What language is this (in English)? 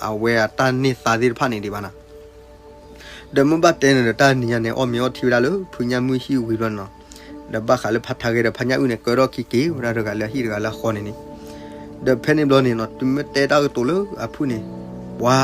S'gaw Karen